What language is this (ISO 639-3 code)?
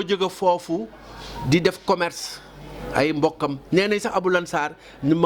wol